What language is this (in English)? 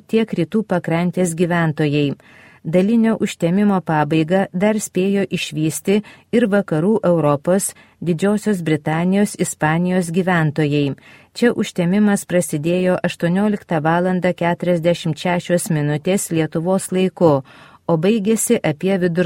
Lithuanian